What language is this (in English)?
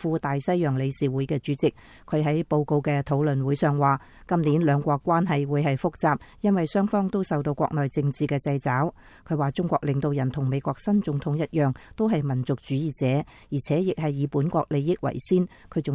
Cantonese